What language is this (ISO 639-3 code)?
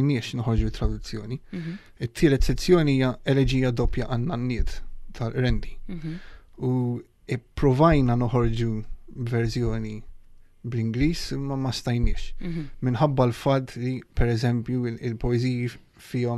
mlt